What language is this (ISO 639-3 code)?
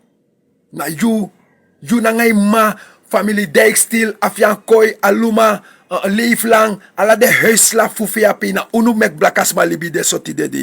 srn